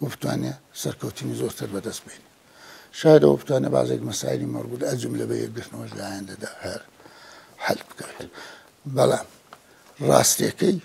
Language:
Central Kurdish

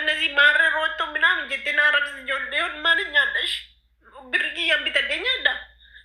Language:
Oromo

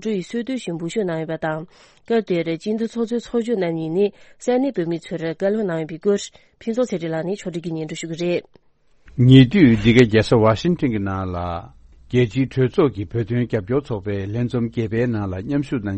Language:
Tibetan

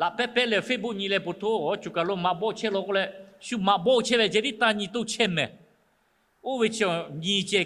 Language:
Lahu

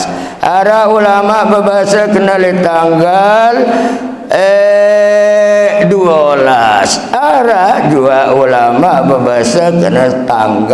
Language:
Sasak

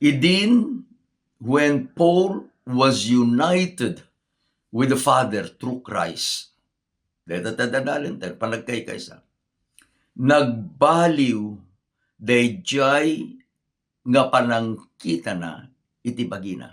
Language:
Iloko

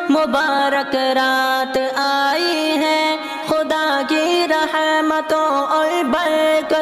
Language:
Urdu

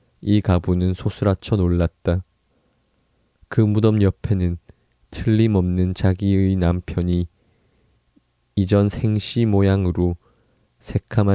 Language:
Korean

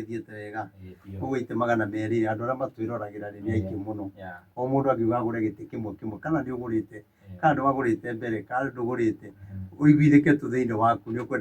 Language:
Kikuyu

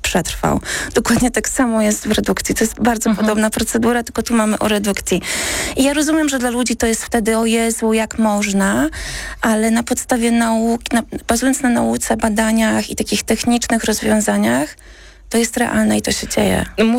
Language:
Polish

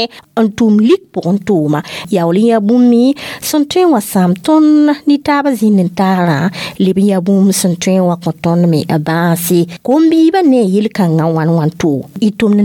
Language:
Mossi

